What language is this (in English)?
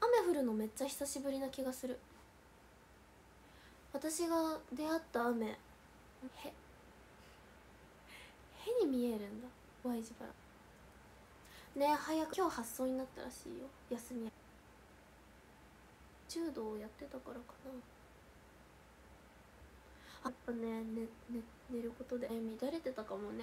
Japanese